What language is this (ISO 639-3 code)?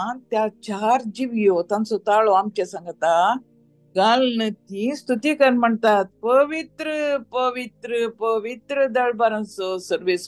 kok